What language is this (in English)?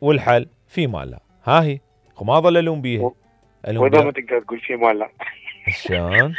Mesopotamian Arabic